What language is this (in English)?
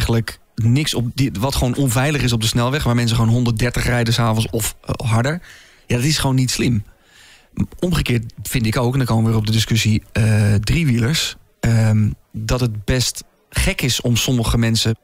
Dutch